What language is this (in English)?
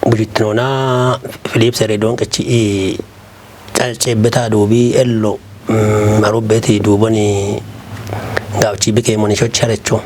Kafa